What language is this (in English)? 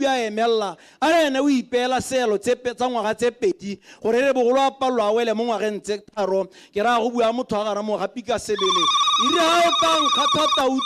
Tswana